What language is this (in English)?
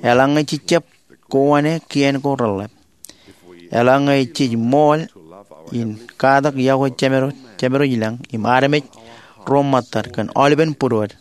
Marshallese